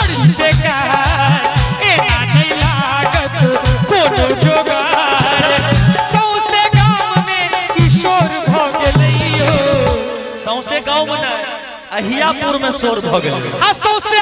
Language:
Maithili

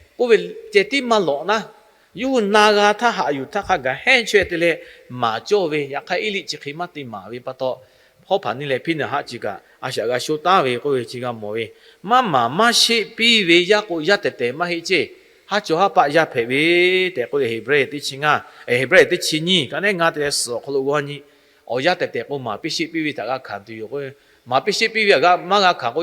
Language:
Lahu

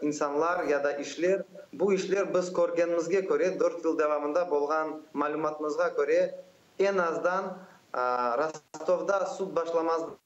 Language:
Crimean Tatar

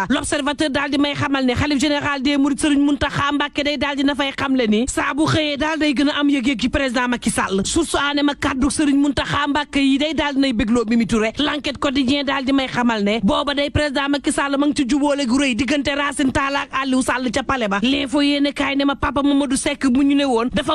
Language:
Wolof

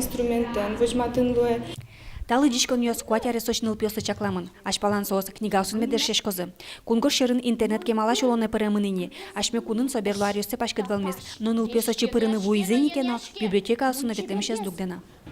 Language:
Udmurt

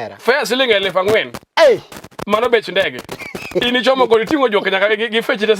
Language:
Luo (Kenya and Tanzania)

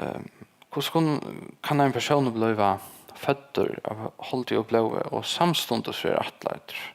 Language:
Faroese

